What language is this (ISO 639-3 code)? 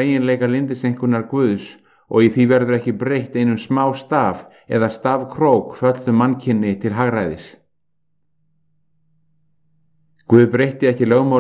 isl